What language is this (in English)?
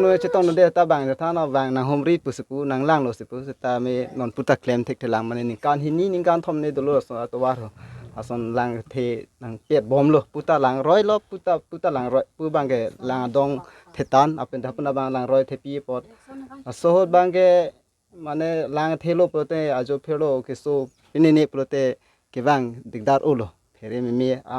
Karbi